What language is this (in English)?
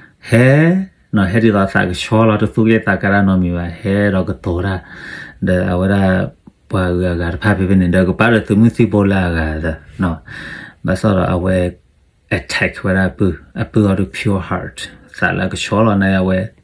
S'gaw Karen